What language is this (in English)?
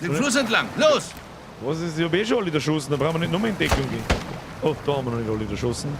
Bavarian